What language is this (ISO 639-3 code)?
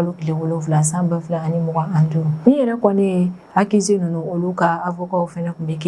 bam